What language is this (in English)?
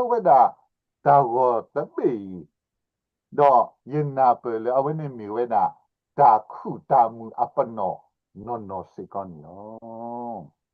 S'gaw Karen